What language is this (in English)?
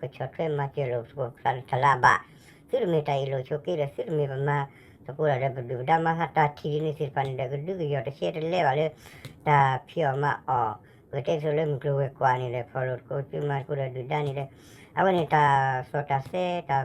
S'gaw Karen